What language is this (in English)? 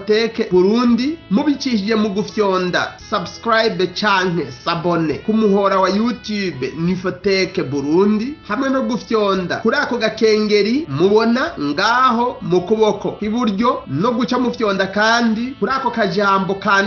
Rundi